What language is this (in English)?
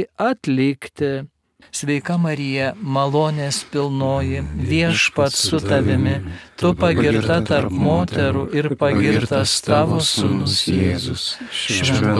Lithuanian